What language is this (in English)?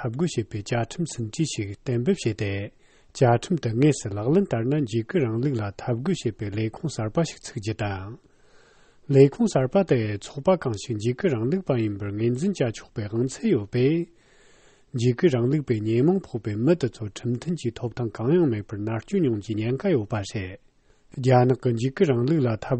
Tibetan